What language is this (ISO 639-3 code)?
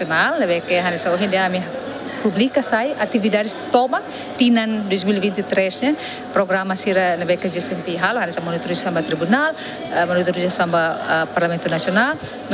tet